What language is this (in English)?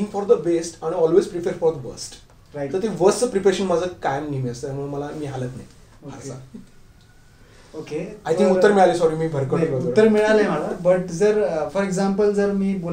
Marathi